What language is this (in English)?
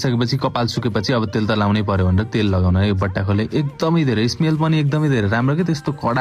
Nepali